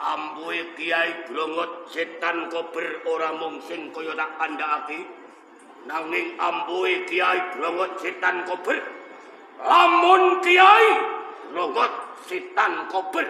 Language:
Javanese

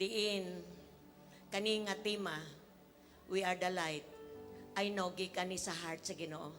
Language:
Cebuano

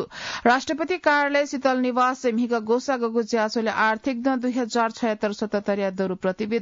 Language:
Newari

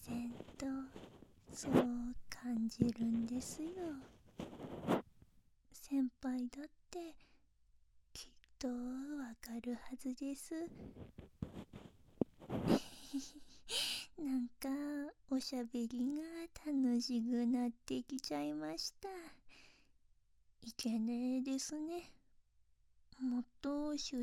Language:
Japanese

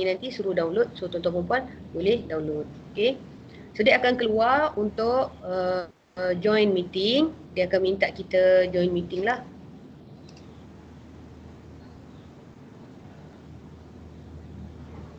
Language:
Malay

